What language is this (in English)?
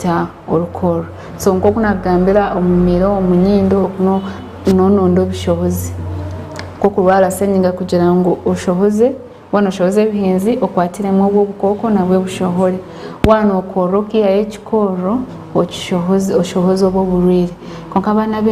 Nyankole